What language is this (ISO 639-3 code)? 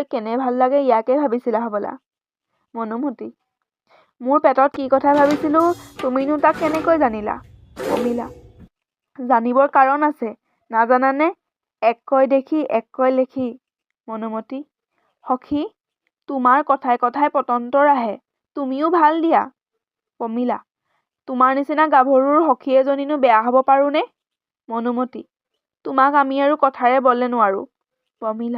asm